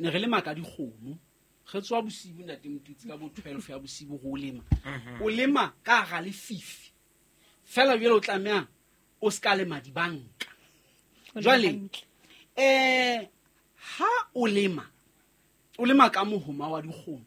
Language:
Southern Sotho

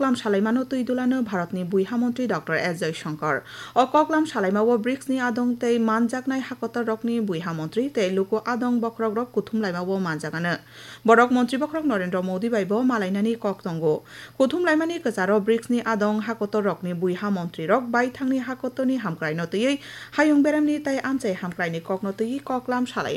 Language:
Kok Borok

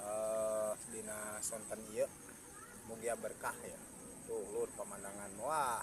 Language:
Sundanese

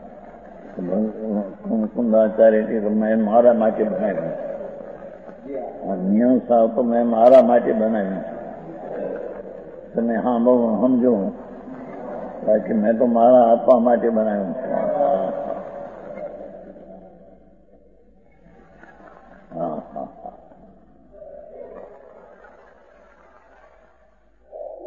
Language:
Gujarati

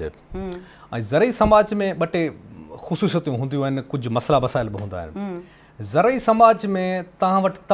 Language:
Sindhi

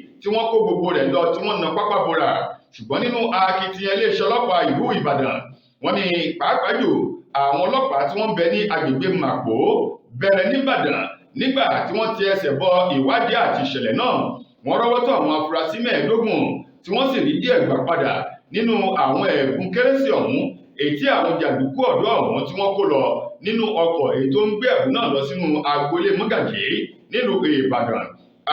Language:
Yoruba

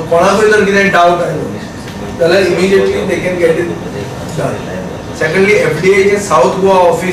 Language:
Konkani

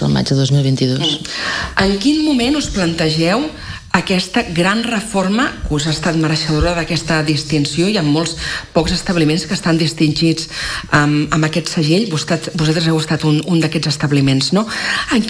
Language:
Catalan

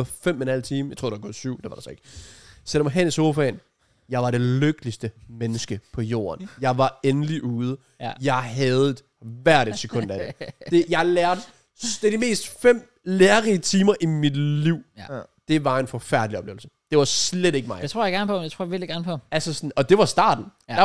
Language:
Danish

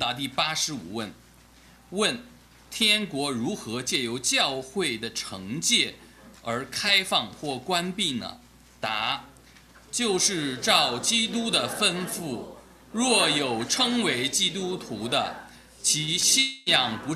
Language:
Chinese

